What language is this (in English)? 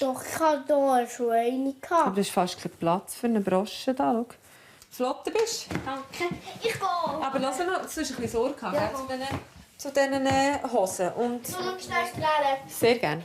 Swiss German